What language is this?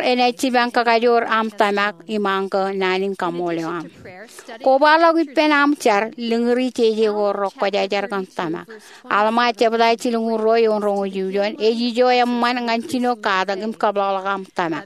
Marshallese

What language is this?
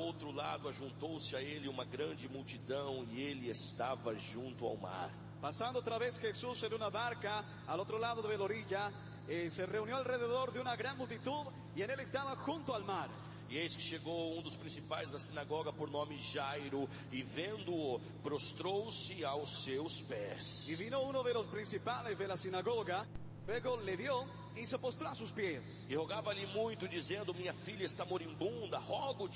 Portuguese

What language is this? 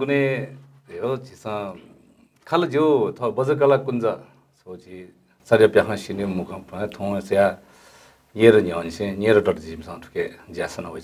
Newari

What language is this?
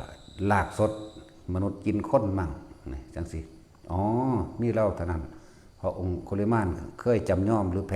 Lao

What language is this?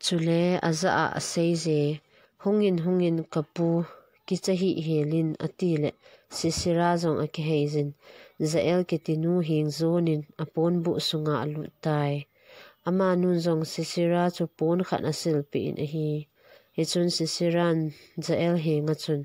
Thado Chin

